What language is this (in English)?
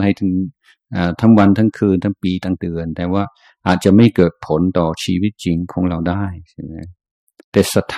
Thai